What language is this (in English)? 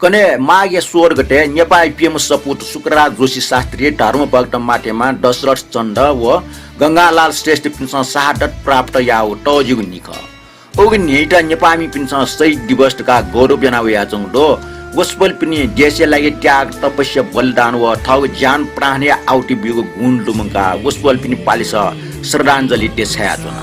Newari